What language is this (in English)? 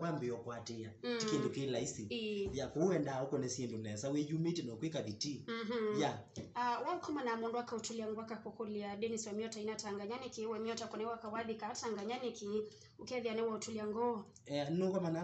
Kamba